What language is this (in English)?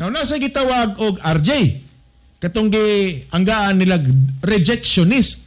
Cebuano